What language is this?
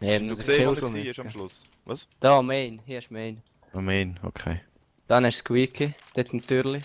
Swiss German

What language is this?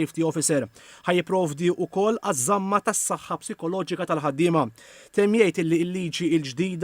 Maltese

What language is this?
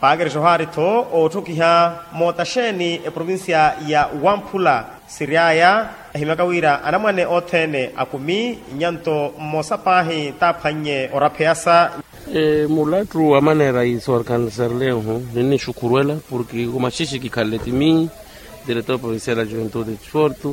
Makhuwa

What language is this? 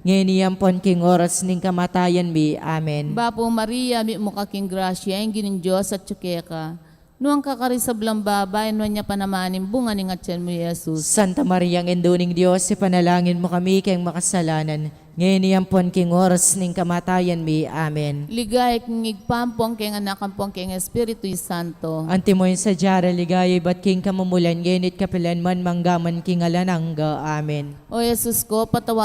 Pampanga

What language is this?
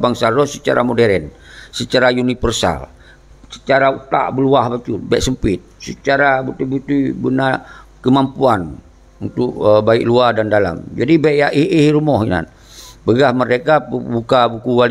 Achinese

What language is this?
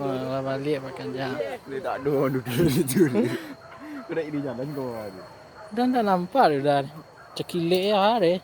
Minangkabau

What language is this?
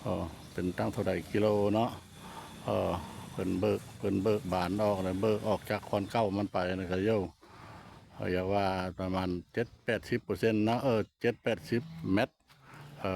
Lao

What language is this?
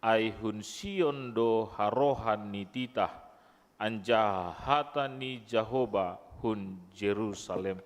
Batak Simalungun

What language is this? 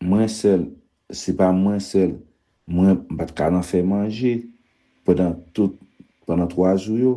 Haitian Creole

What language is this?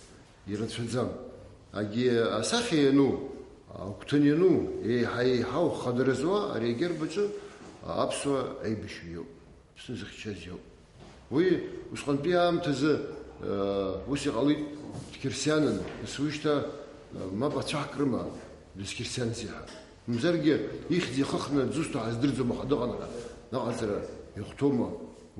Abkhazian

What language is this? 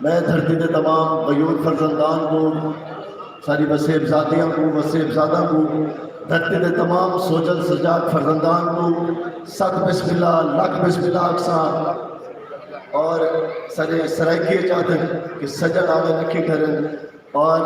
Saraiki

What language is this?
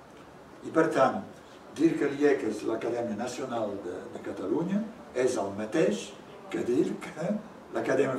Catalan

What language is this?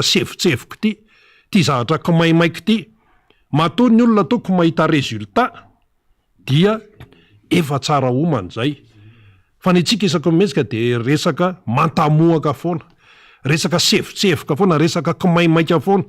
Malagasy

